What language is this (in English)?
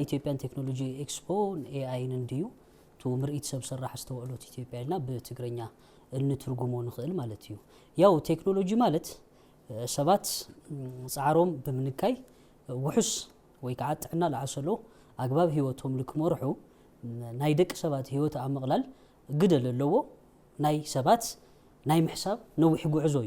Tigrinya